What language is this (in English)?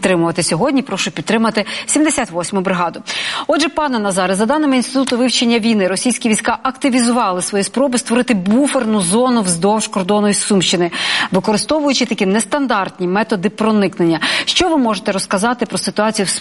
Ukrainian